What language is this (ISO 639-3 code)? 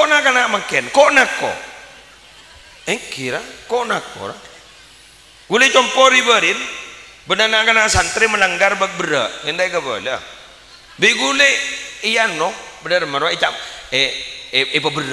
mad